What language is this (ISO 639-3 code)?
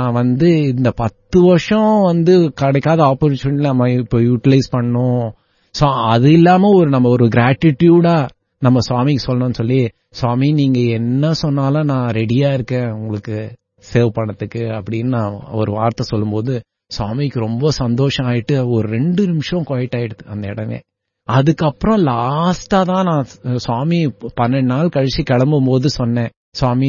tam